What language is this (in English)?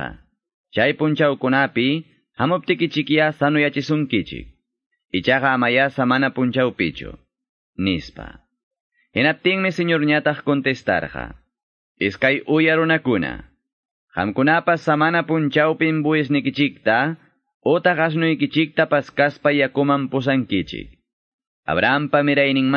Quechua